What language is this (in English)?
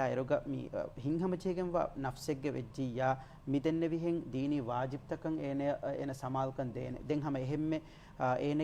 Divehi